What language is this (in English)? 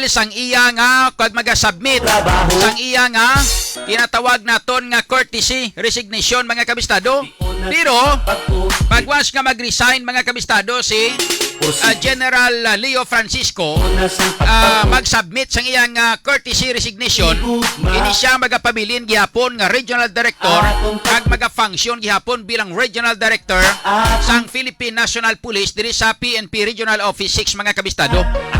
Hiligaynon